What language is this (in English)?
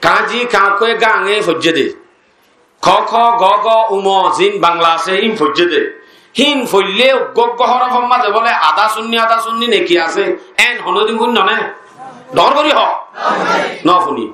Rohingya